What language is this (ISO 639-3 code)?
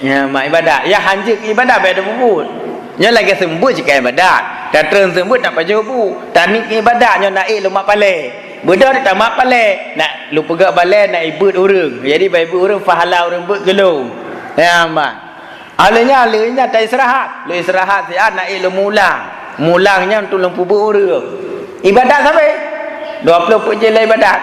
ace